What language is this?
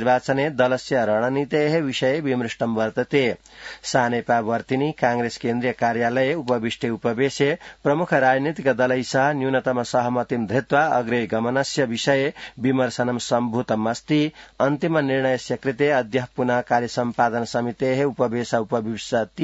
Sanskrit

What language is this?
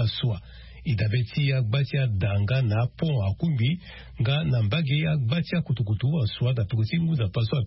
Sango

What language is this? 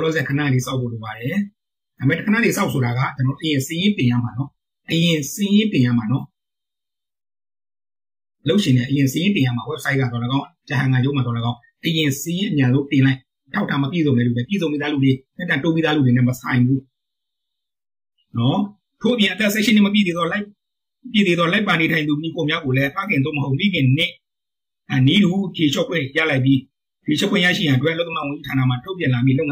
Burmese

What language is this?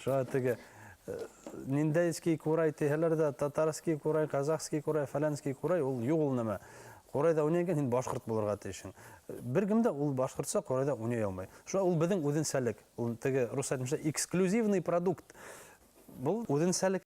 Bashkir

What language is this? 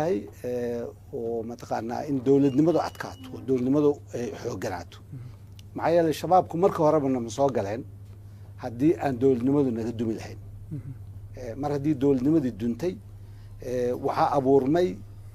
Somali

